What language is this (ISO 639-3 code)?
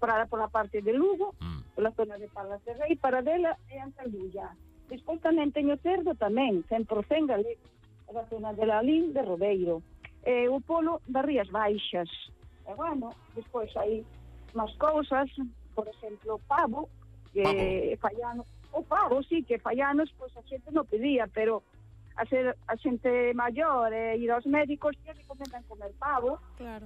glg